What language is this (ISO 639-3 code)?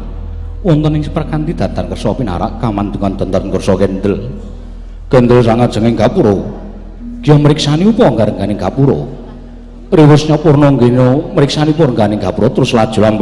jav